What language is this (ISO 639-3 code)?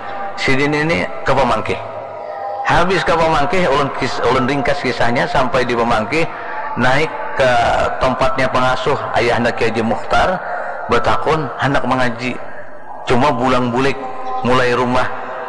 bjn